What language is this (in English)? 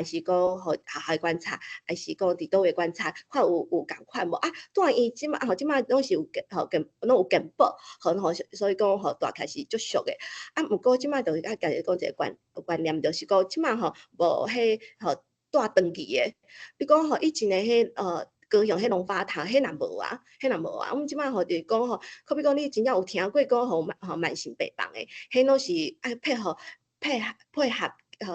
Min Nan Chinese